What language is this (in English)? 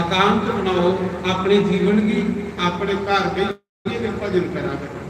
Dogri